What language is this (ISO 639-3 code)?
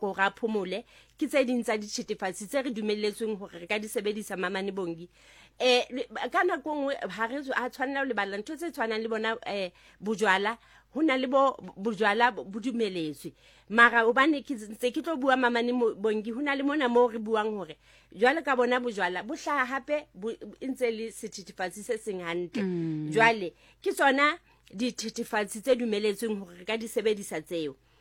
sot